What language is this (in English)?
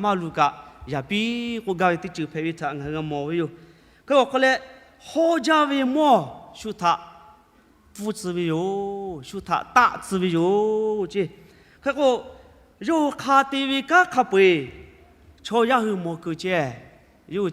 Lahu